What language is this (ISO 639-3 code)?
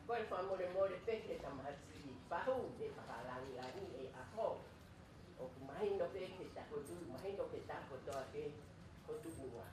ton